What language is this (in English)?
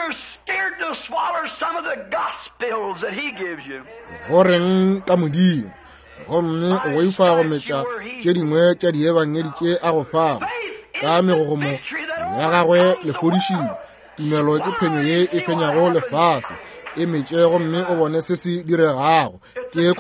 Northern Sotho